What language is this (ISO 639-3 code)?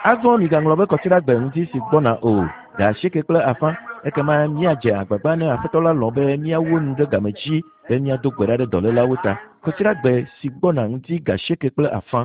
ewe